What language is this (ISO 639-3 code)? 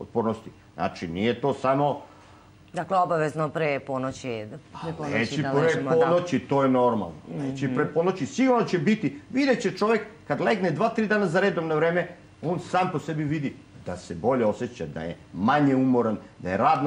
srp